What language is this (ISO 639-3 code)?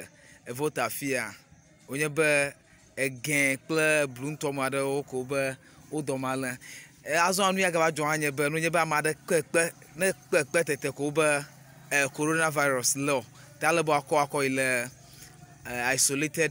ewe